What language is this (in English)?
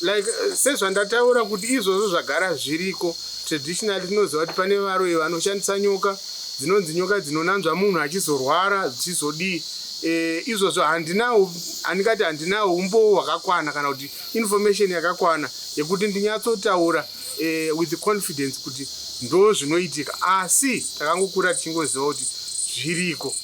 Shona